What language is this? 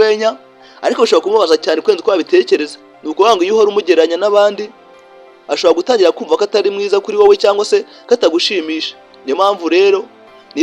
Kinyarwanda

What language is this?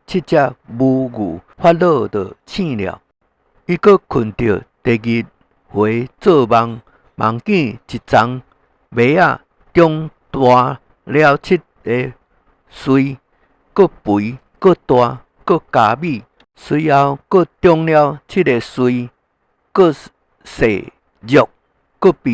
Min Nan Chinese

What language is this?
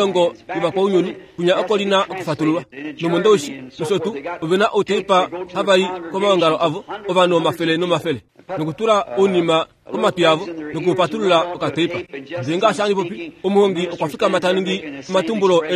Kuanyama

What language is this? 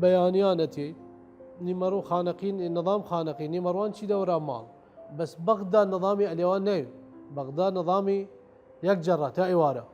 Southern Kurdish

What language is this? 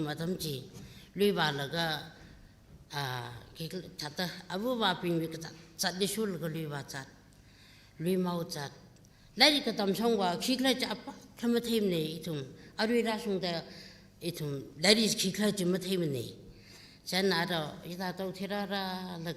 Tangkhul Naga (India)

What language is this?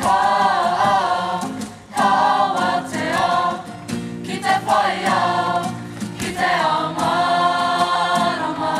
Māori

